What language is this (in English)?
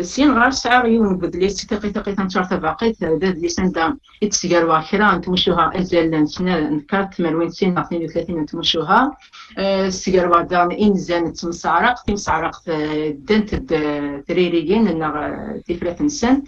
Kabyle